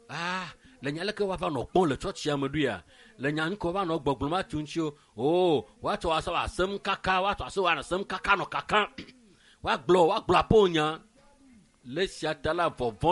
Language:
Ewe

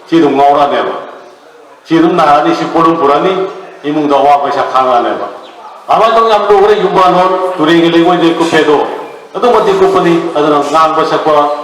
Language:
Manipuri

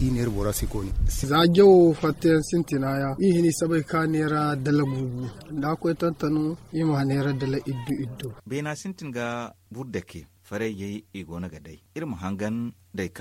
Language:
Zarma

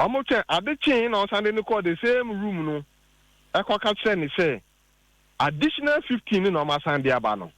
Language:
Akan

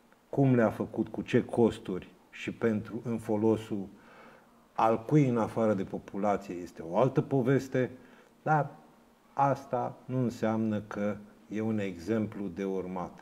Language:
Romanian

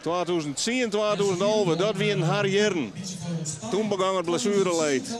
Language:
Western Frisian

